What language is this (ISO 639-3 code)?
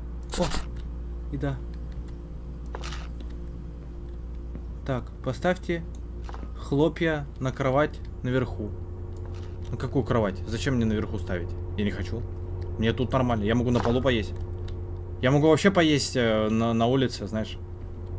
rus